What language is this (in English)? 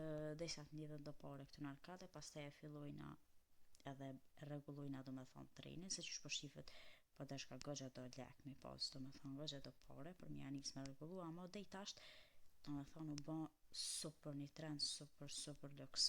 Albanian